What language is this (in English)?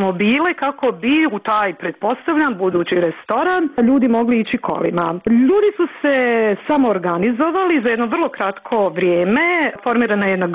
Bosnian